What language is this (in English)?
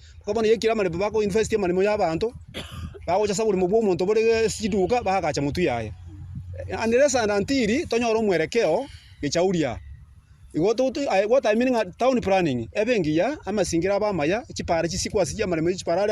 Gusii